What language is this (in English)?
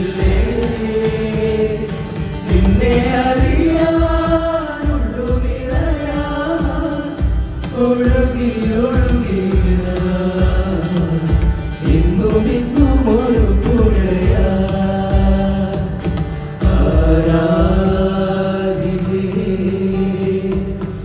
Malayalam